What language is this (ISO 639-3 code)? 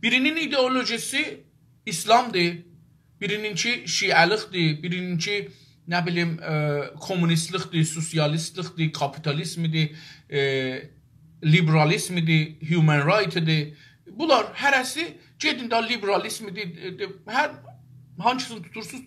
azb